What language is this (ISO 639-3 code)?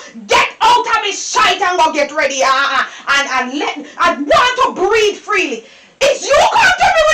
jam